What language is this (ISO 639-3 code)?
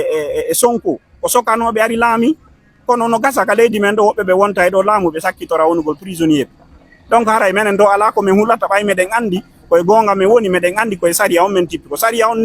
ful